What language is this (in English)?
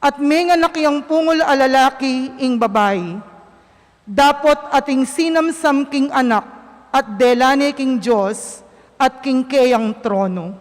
Pampanga